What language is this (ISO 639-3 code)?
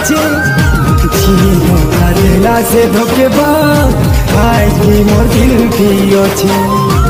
bho